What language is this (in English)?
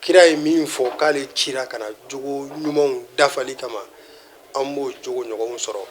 Bambara